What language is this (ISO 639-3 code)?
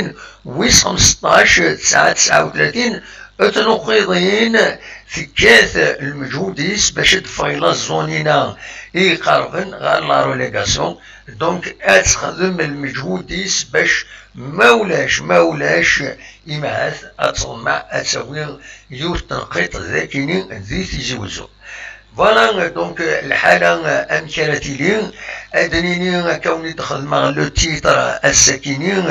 kab